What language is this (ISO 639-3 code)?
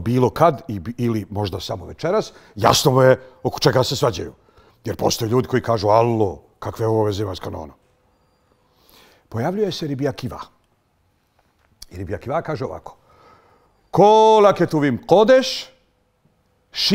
bos